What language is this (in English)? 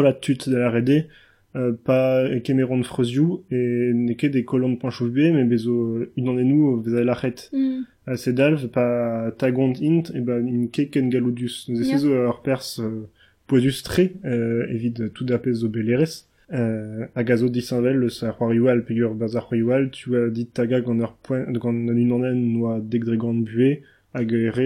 Breton